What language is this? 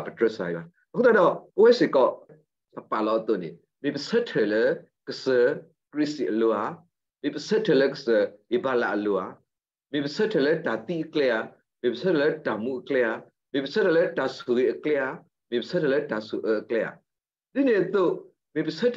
S'gaw Karen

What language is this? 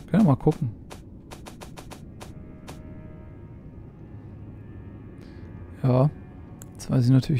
German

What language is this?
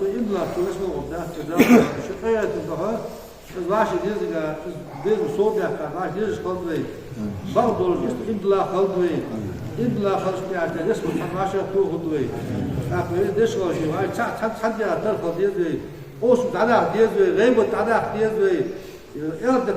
Ingush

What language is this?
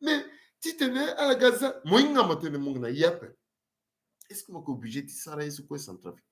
Sango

